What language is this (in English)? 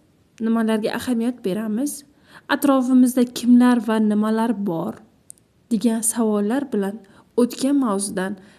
Uzbek